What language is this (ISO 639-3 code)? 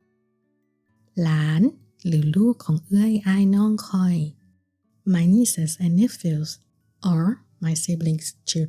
lao